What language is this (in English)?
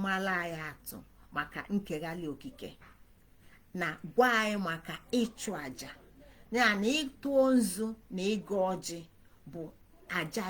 Igbo